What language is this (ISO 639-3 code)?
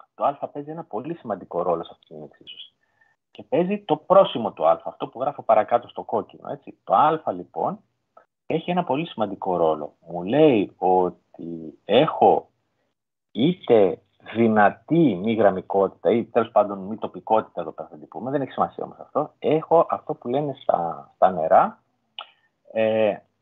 ell